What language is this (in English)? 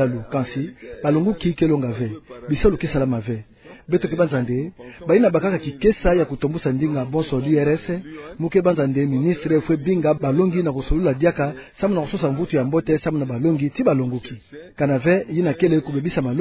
Kituba (Democratic Republic of Congo)